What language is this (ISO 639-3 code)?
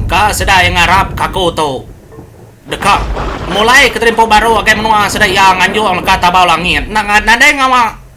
iba